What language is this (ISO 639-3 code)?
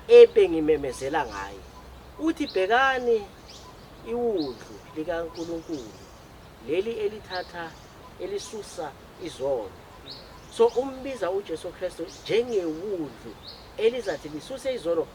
zul